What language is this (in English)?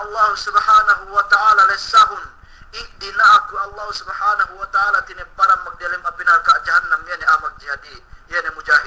Yakan